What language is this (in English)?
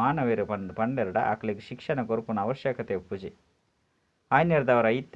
Tulu